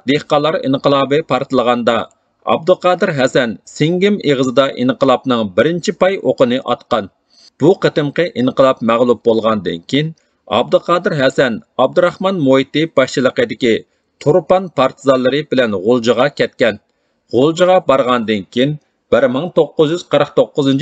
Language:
Uyghur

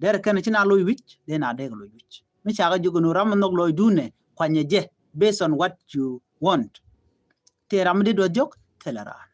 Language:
Nuer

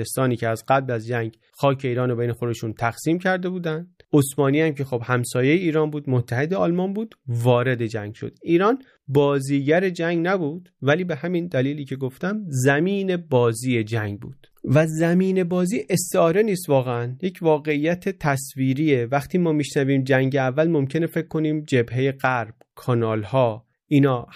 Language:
Persian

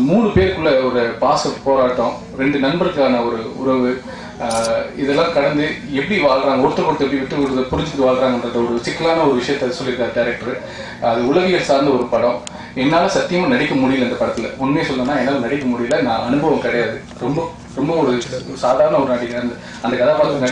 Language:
Tamil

